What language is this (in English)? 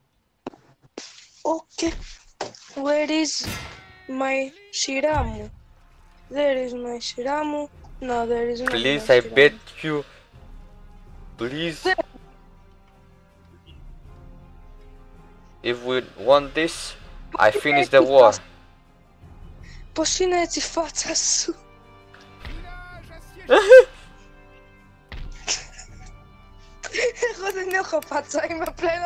Greek